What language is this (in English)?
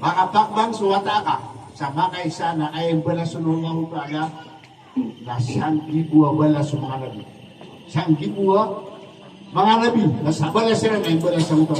Maranao